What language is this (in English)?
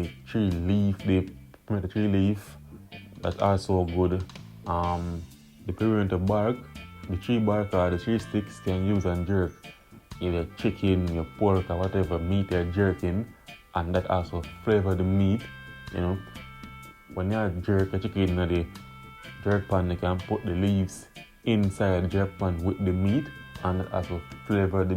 Jamaican Creole English